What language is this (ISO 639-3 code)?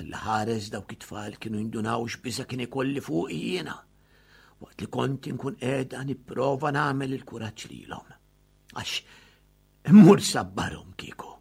mlt